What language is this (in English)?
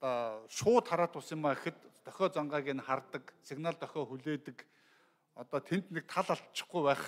Mongolian